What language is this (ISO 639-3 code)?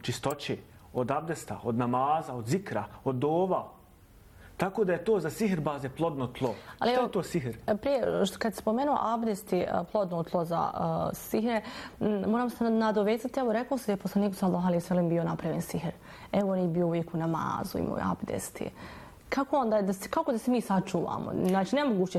bos